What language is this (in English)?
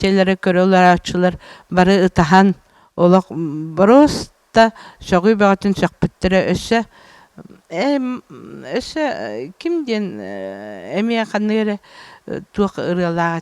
Yakut